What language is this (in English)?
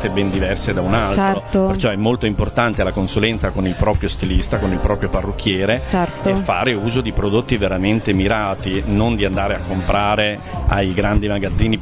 Italian